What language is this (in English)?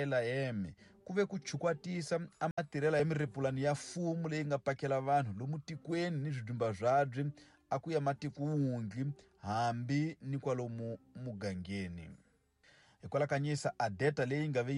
Tsonga